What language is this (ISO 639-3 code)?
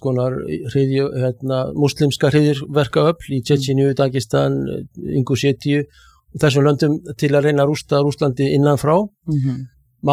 isl